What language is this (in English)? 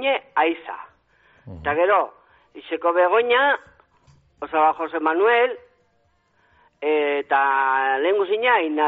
Basque